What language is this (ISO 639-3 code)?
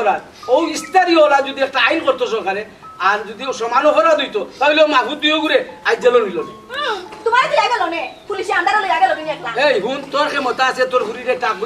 syl